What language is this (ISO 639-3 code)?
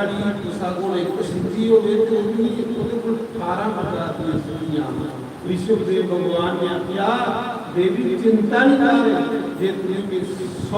doi